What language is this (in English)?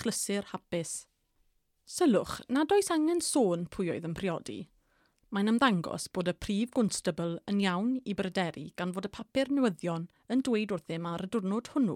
Welsh